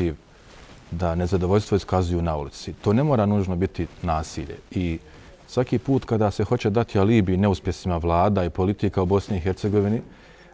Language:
Bosnian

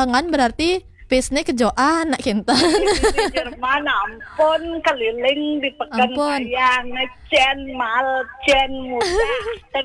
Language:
Balinese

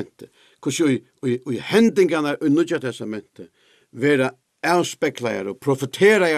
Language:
Faroese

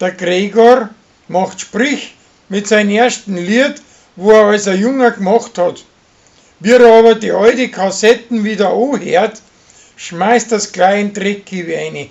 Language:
Bavarian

